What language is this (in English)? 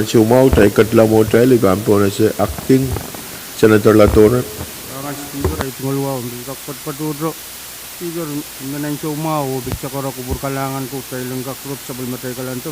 Pohnpeian